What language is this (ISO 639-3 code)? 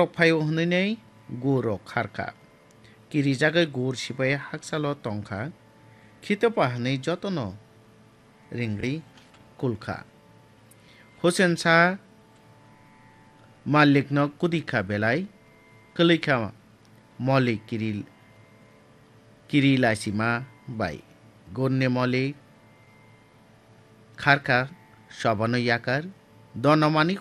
ben